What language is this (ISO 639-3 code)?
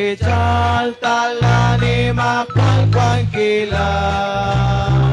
kek